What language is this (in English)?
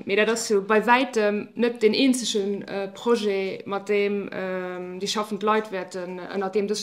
Luxembourgish